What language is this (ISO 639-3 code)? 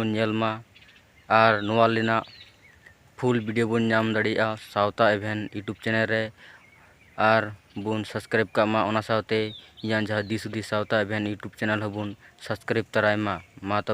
sat